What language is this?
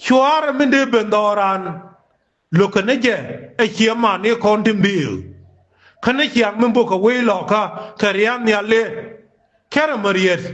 Nuer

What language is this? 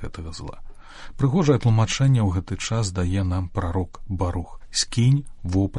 Belarusian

